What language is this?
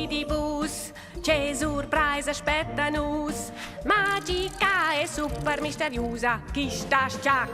Romansh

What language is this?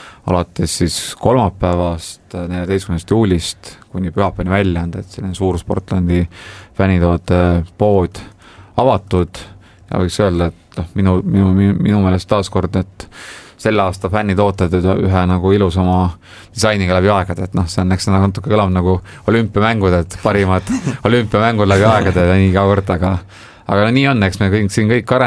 Estonian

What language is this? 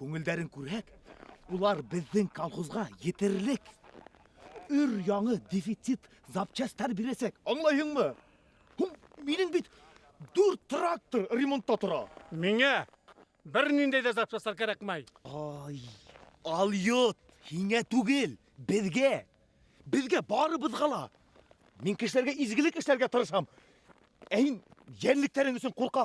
Bashkir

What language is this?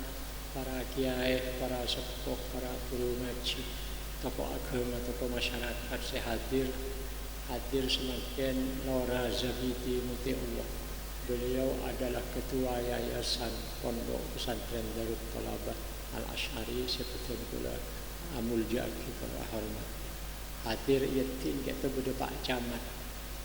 Madurese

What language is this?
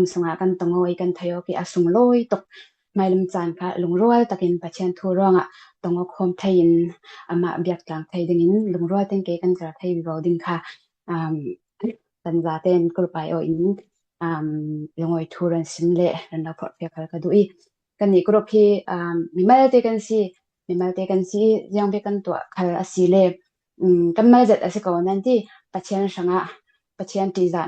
Falam Chin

